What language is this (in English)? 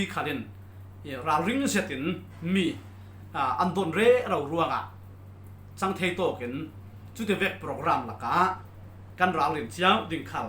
Falam Chin